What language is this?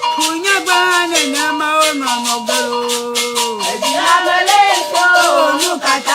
Ewe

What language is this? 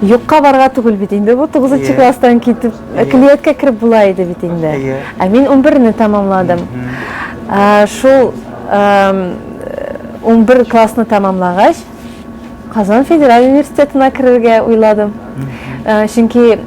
Tatar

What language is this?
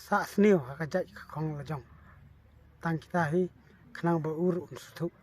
Khasi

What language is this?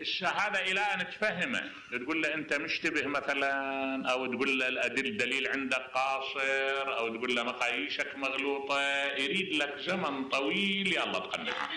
Mesopotamian Arabic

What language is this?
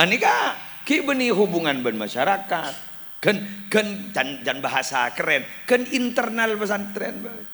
Madurese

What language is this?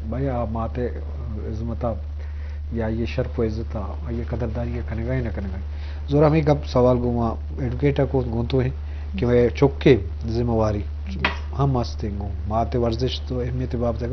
Eastern Balochi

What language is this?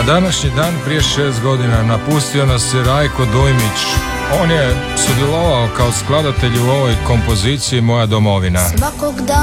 Croatian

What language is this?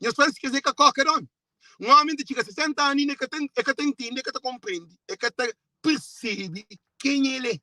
Kabuverdianu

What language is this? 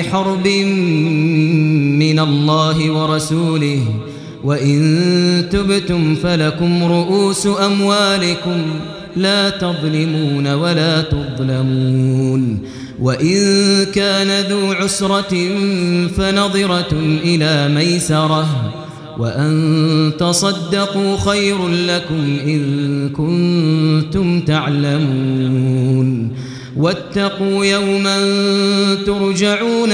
Arabic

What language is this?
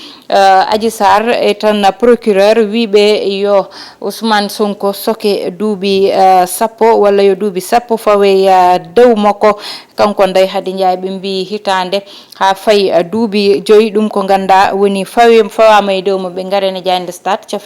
Fula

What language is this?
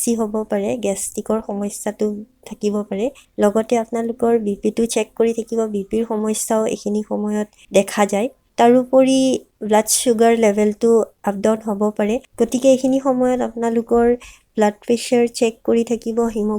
Assamese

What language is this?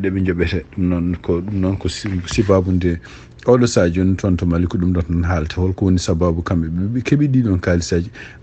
Fula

